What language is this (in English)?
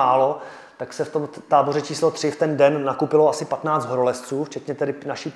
Czech